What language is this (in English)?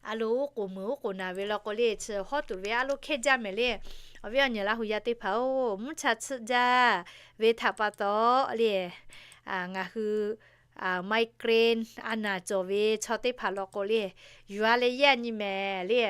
Lahu